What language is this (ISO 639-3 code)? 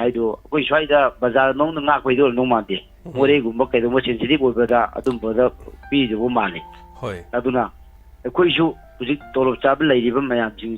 mni